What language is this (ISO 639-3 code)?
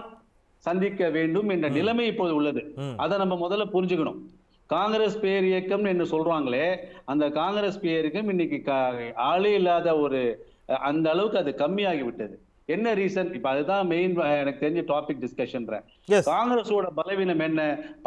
tam